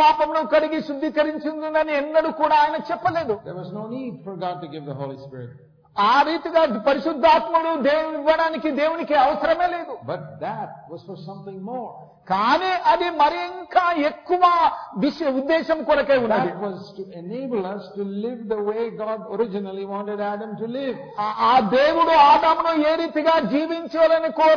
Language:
Telugu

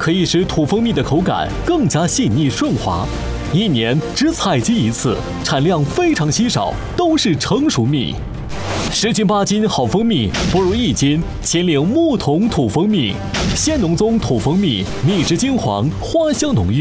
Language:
Chinese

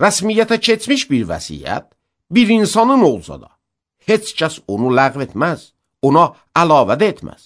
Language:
Azerbaijani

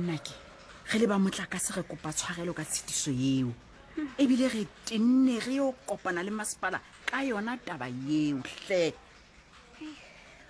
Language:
Southern Sotho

